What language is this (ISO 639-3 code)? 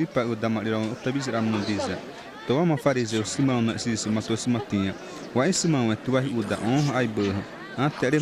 xav